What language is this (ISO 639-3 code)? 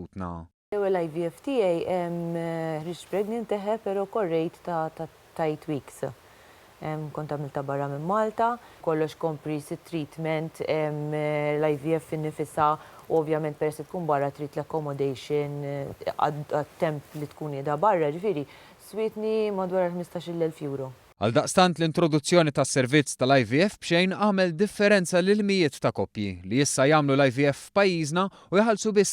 mlt